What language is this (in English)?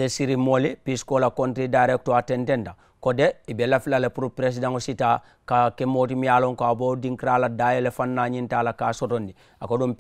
Mandingo